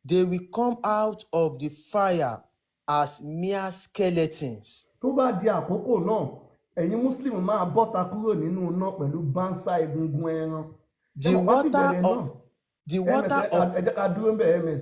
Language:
Yoruba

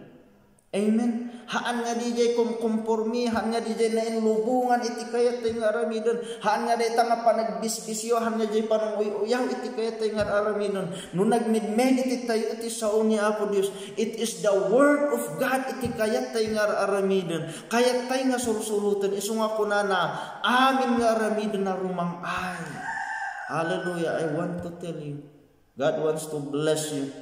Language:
Iloko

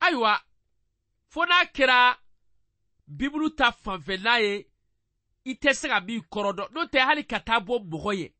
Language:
Bambara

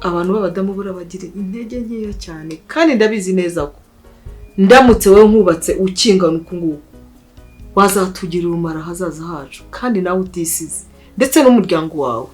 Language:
Kinyarwanda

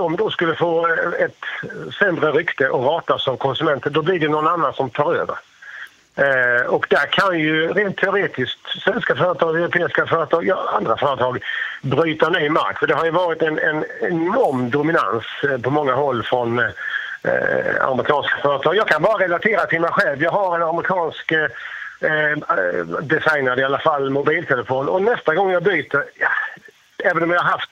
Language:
Swedish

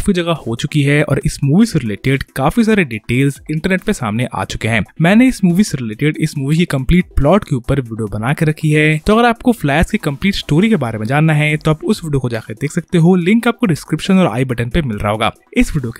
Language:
Hindi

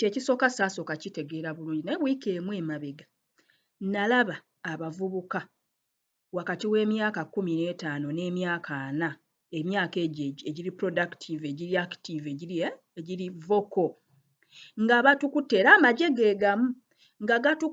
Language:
Ganda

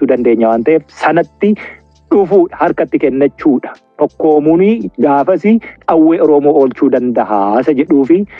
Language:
Oromo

